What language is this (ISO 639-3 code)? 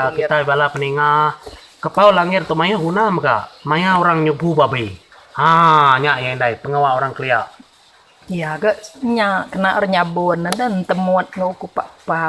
iba